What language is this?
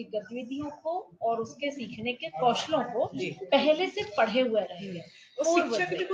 Hindi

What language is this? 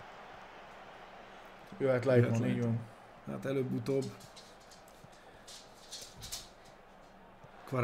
Hungarian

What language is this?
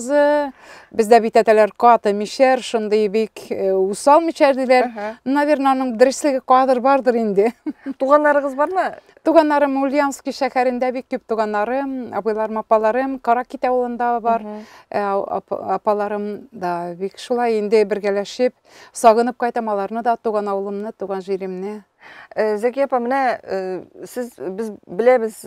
Tatar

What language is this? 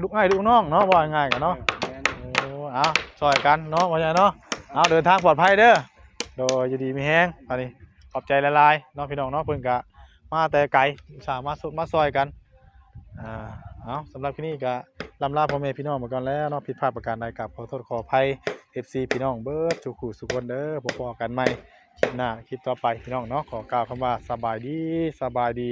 Northeastern Thai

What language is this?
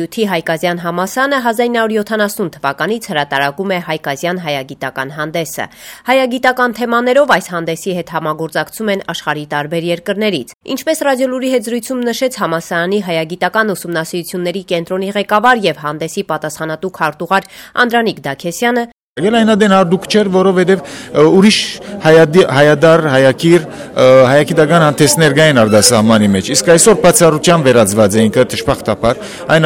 Armenian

